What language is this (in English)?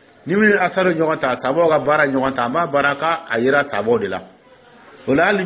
Dyula